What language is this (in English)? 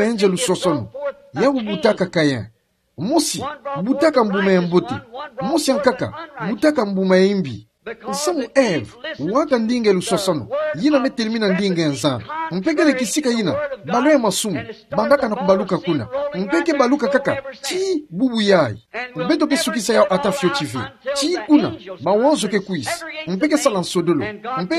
Kituba (Democratic Republic of Congo)